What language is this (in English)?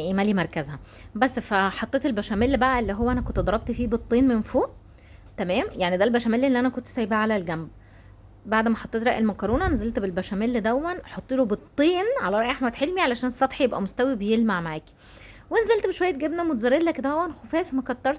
Egyptian Arabic